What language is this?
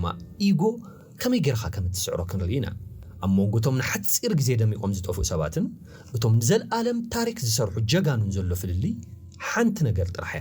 Tigrinya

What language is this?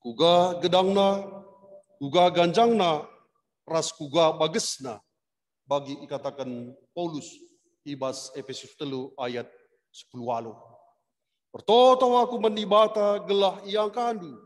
Batak Karo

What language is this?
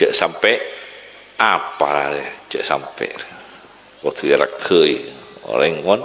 Madurese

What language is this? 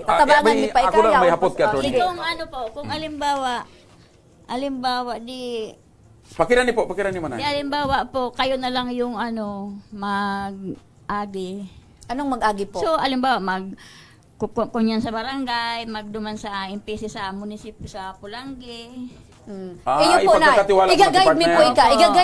Bikol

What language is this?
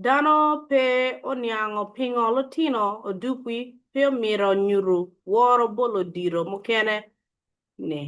Acoli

